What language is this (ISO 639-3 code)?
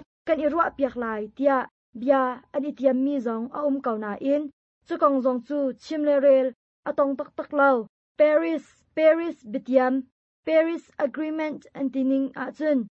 cnh